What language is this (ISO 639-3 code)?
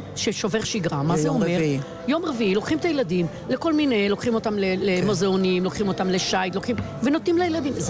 heb